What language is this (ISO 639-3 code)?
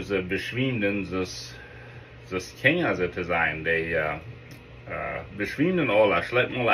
pdt